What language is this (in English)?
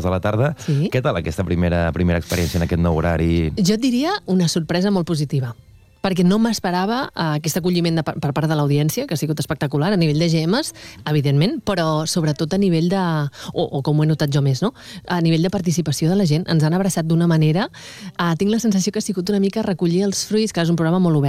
Catalan